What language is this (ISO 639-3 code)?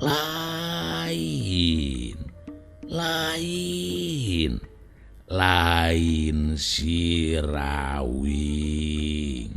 sun